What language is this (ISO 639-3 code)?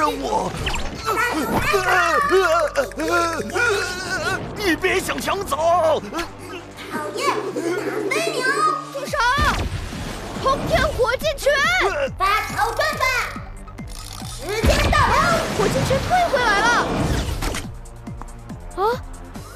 zho